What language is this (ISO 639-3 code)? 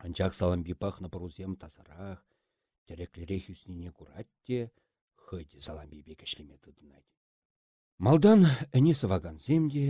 chv